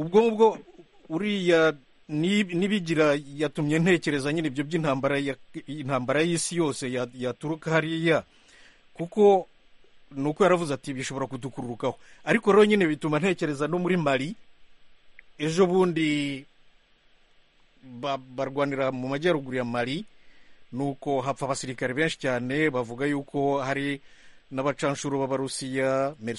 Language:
Kinyarwanda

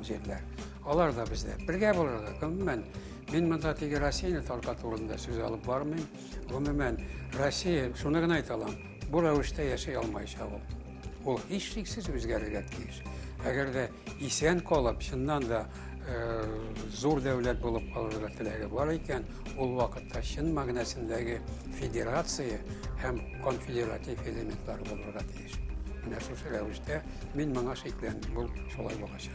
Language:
Tatar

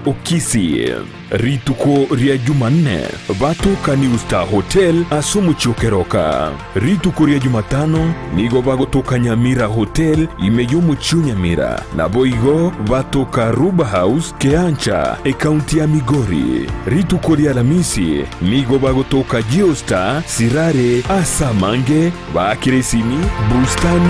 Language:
Gusii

